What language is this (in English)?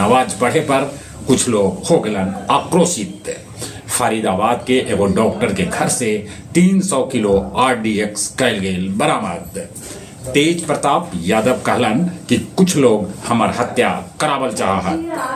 Magahi